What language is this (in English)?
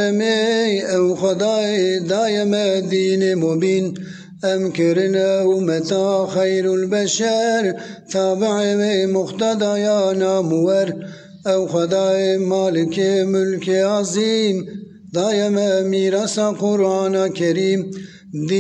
Kurdish